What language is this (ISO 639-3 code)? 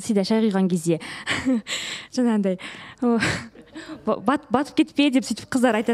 kaz